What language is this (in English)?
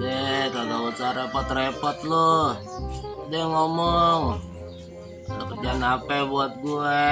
Betawi